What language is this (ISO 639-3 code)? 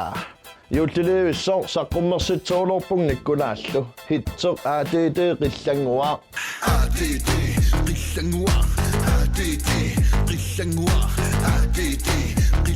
kal